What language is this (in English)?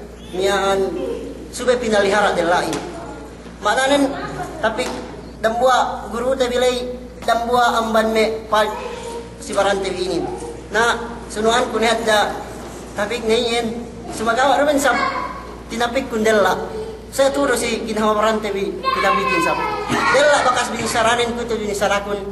Yakan